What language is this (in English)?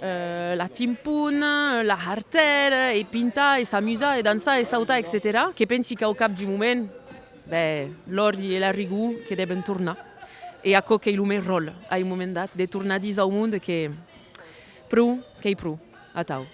Occitan